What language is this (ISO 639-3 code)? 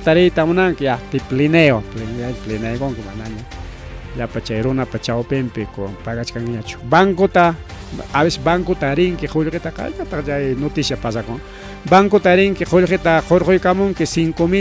quy